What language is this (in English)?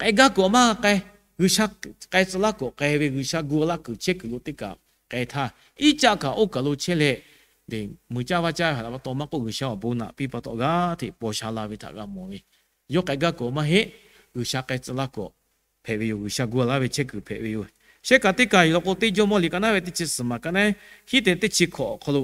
Lahu